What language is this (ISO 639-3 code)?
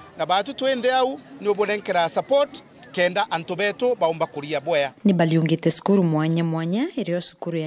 mer